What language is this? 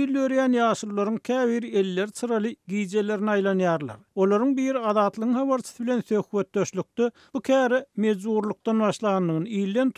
Turkmen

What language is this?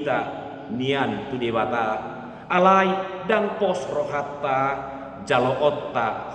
Batak Toba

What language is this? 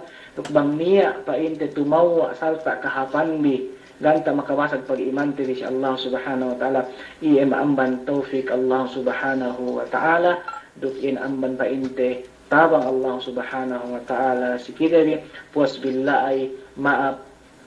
Yakan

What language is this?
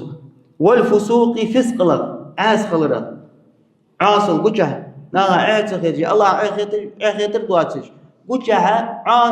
Ingush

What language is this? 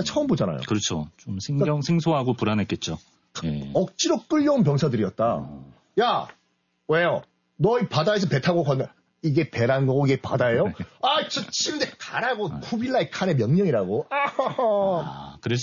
Korean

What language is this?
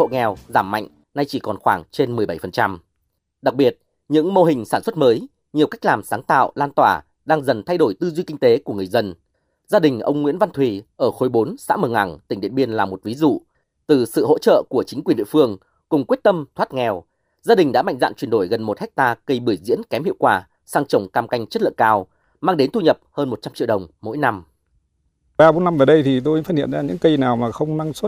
Vietnamese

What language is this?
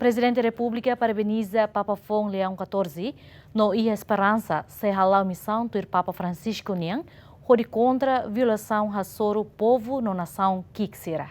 Tetum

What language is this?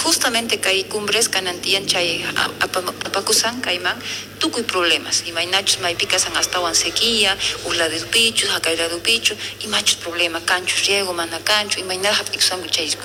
South Bolivian Quechua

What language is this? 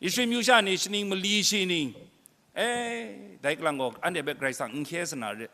Kachin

